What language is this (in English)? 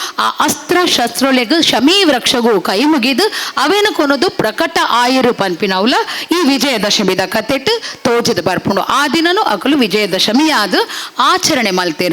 Tulu